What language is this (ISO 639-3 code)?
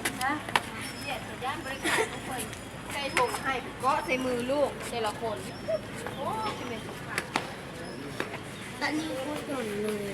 lao